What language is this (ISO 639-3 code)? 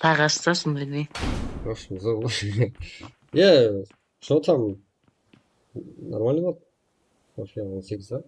kaa